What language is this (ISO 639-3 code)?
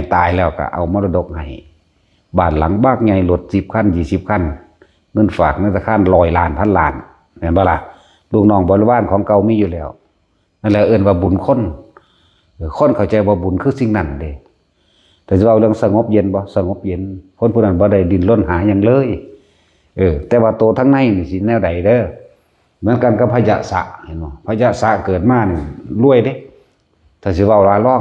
lao